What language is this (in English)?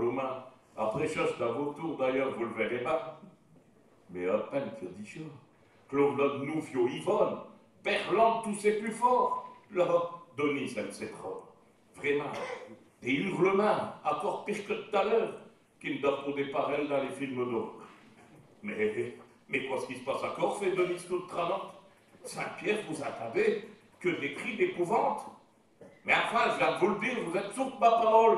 Picard